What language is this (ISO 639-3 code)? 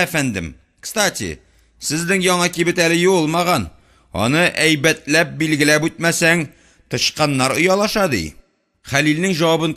tat